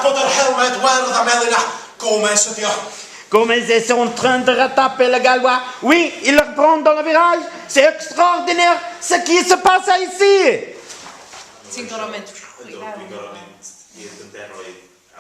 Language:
Welsh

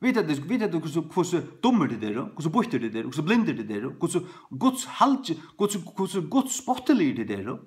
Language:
Faroese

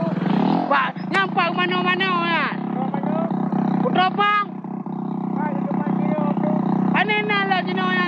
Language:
Achinese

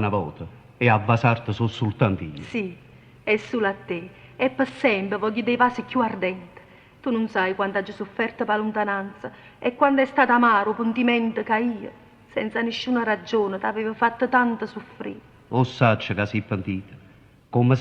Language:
Neapolitan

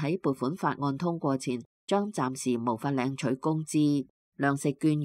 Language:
Cantonese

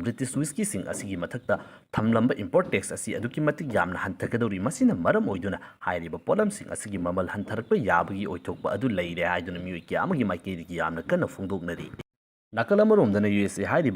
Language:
Manipuri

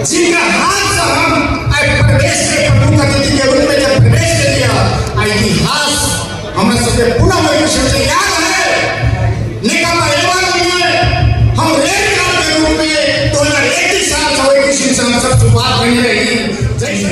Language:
Maithili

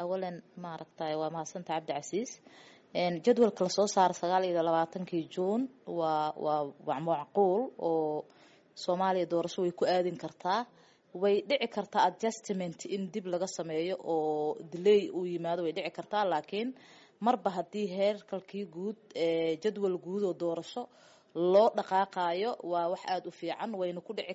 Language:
Somali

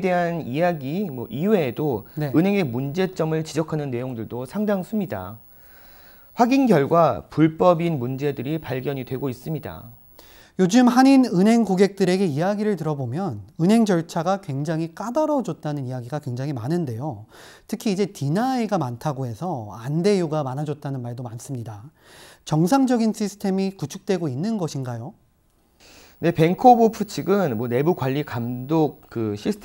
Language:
Korean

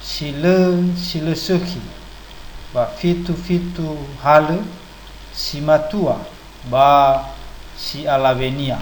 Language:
Nias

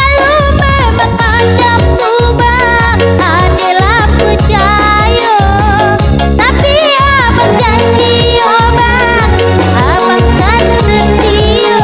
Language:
Minangkabau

